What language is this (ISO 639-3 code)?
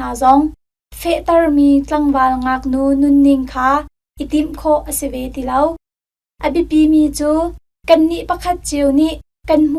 cnh